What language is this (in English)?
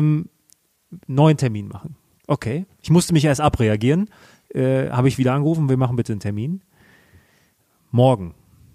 German